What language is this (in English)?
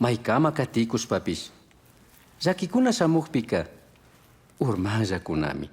Chimborazo Highland Quichua